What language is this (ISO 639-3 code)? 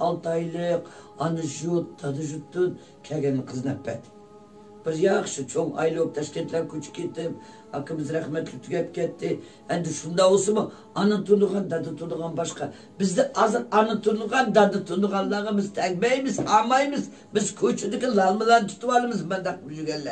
uig